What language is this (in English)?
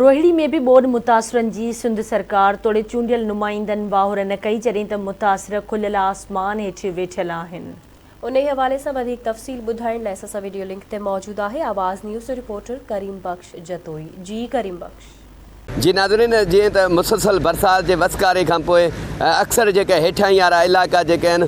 Sindhi